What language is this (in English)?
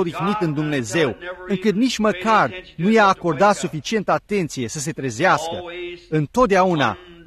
Romanian